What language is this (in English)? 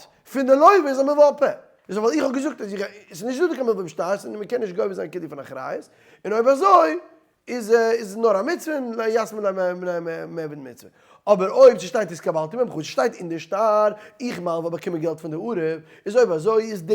Yiddish